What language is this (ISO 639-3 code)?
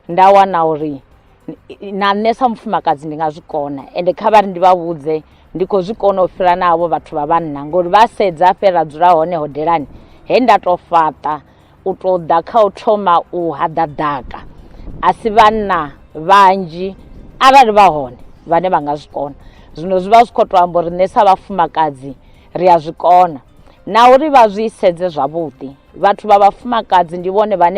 ven